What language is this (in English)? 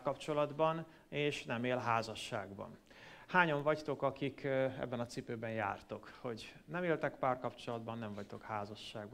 Hungarian